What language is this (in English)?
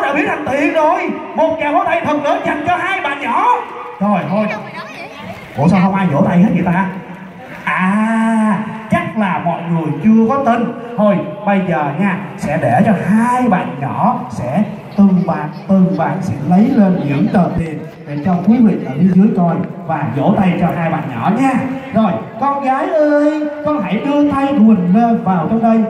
Vietnamese